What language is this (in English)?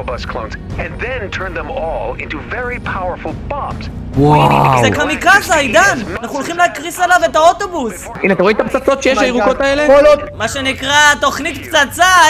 Hebrew